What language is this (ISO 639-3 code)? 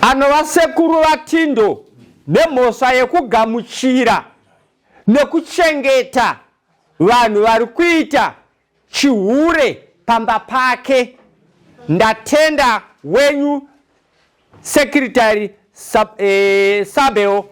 sna